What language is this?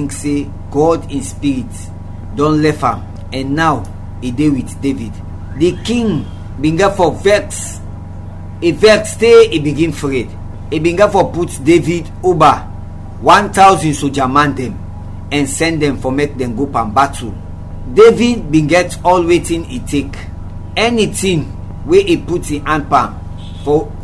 Krio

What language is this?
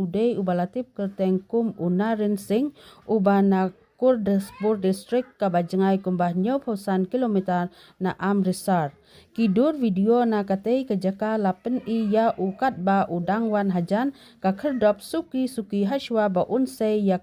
Khasi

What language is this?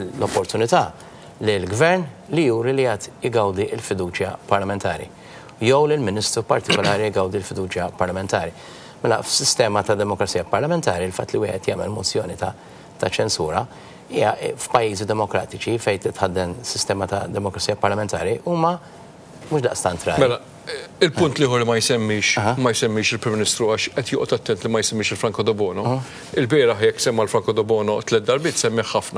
Maltese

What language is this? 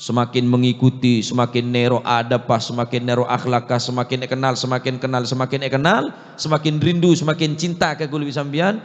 Madurese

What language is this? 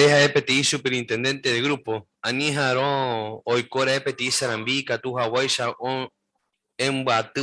Guarani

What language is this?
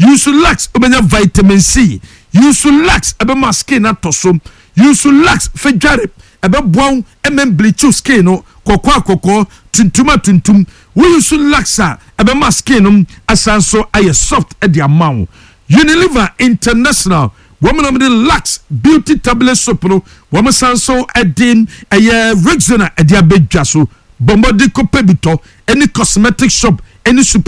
Akan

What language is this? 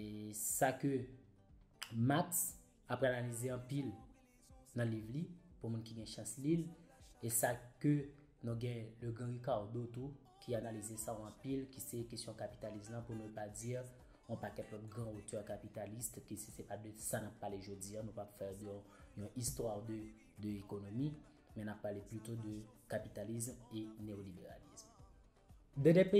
Haitian Creole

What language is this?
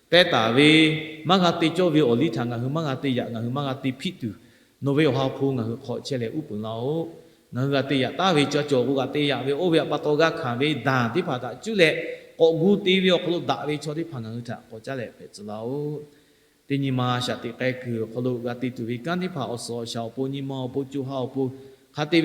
Lahu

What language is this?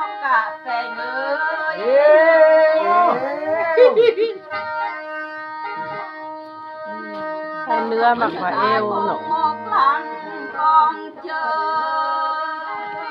Thai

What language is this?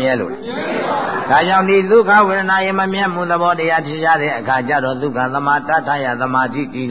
Burmese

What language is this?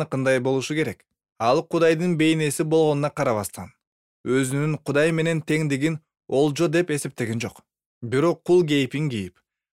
Kyrgyz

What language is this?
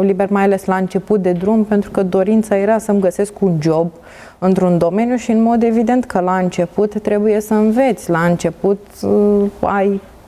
Romanian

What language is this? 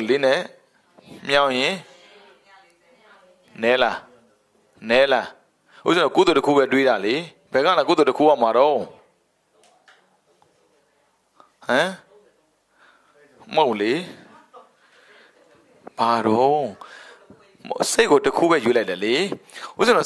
Burmese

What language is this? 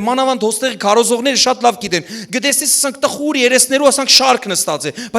Western Armenian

